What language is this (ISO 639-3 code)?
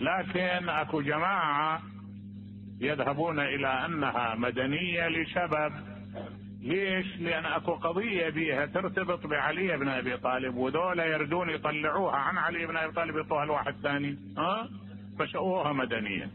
acm